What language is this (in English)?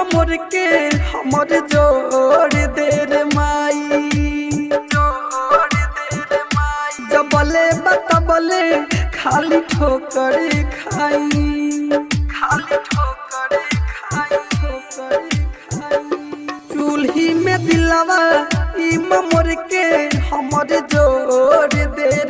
Bhojpuri